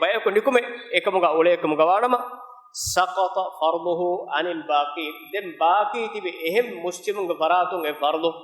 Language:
Divehi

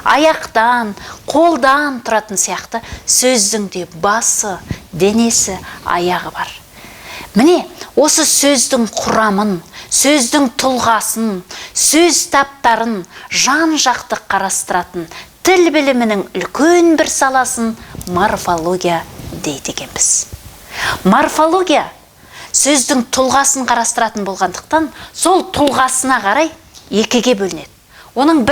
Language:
Kazakh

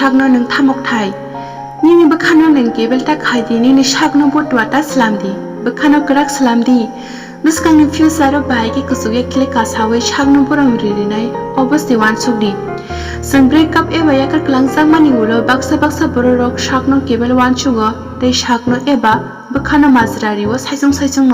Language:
Kok Borok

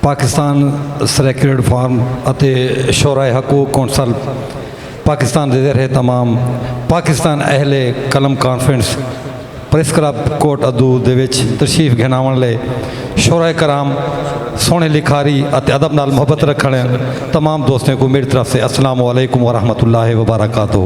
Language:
Saraiki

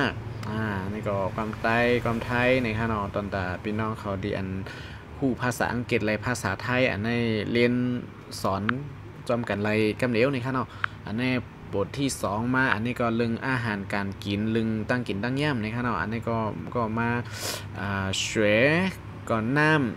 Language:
Shan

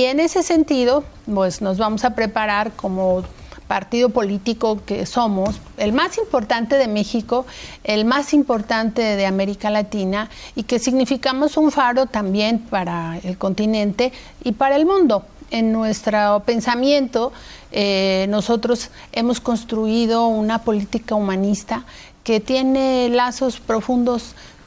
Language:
Spanish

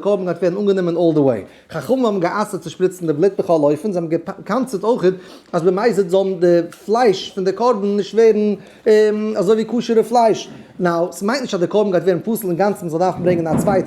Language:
Yiddish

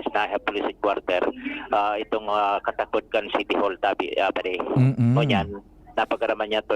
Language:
Bikol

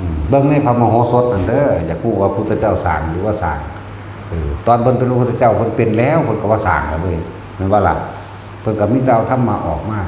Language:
Northeastern Thai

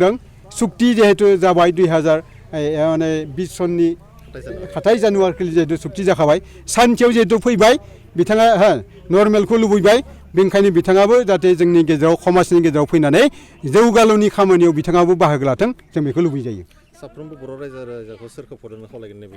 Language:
Bodo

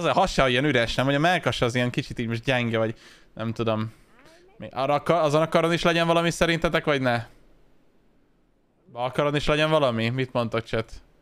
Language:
Hungarian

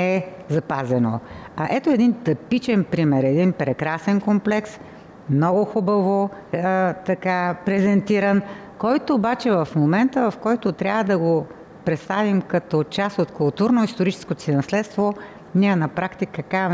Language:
Bulgarian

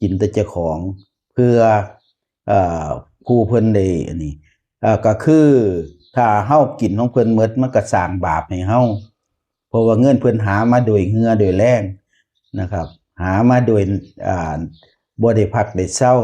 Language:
Northeastern Thai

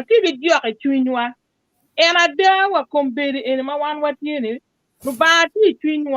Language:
Acoli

